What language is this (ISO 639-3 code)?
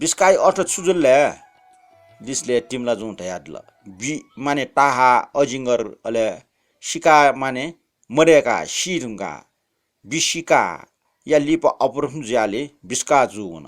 new